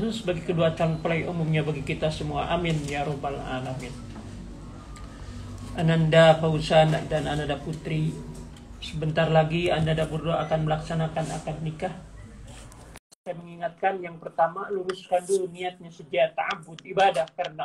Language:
Indonesian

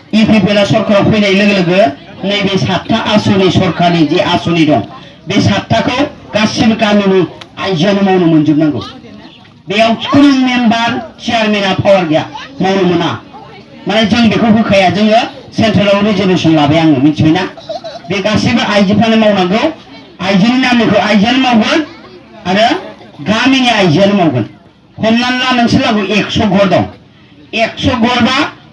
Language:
Bodo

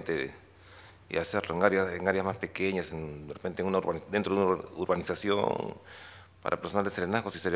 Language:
Spanish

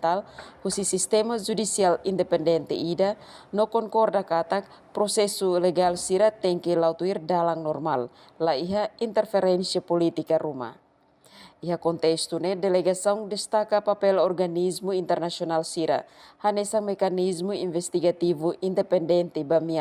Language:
Tetum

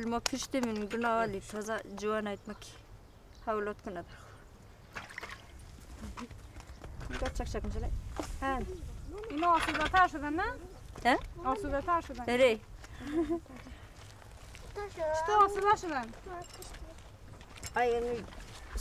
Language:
Persian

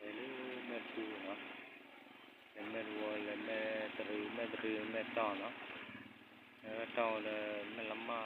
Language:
S'gaw Karen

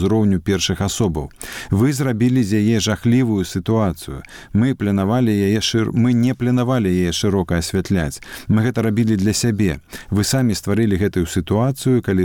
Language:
Belarusian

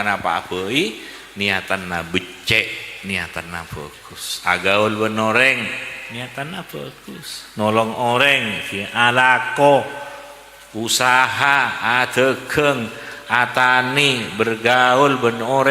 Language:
Madurese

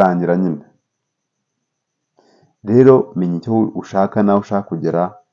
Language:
Kinyarwanda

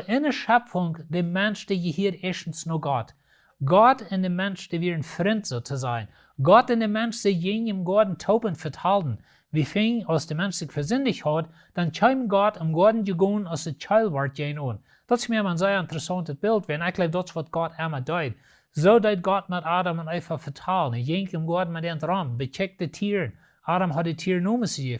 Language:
Plautdietsch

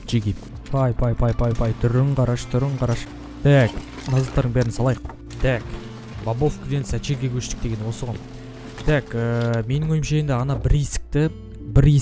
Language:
Kazakh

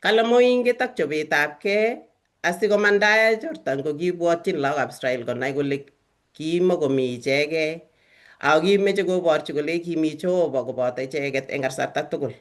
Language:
Kalenjin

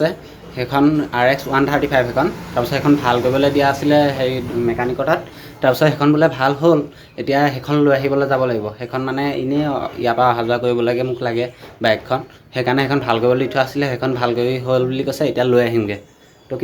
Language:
Assamese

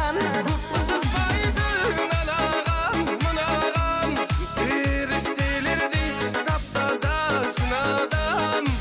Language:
Kara-Kalpak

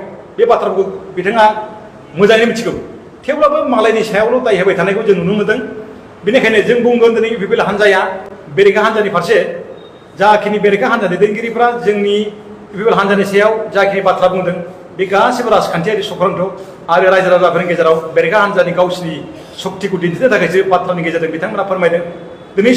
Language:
Bodo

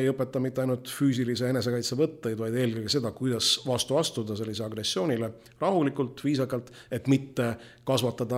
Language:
Estonian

